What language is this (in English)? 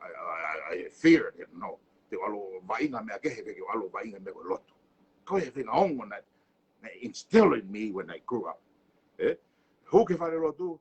Tongan